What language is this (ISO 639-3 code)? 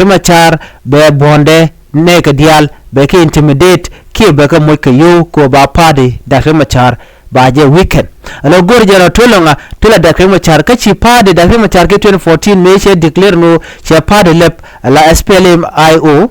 nus